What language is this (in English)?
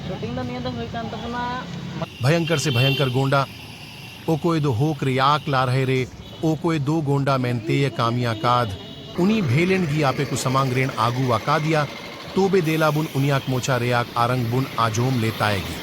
Santali